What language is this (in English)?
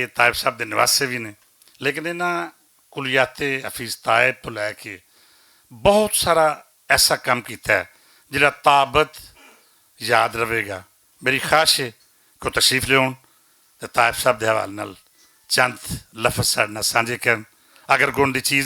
Western Panjabi